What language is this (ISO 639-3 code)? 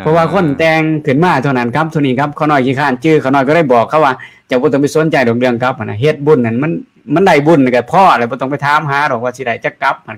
lao